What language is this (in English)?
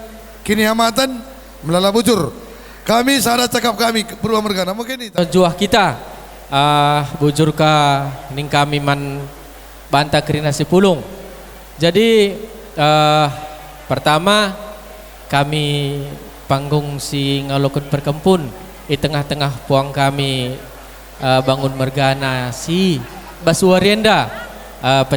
Batak Karo